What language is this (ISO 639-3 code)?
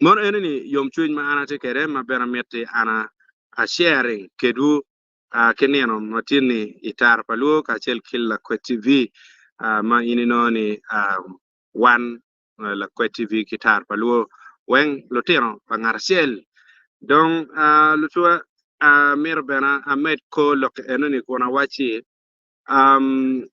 ach